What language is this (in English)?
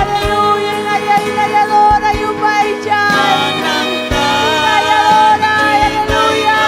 Ayacucho Quechua